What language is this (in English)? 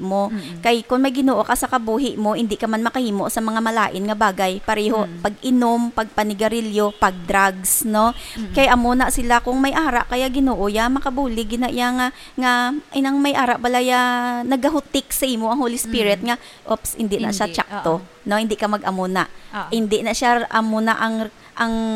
Hiligaynon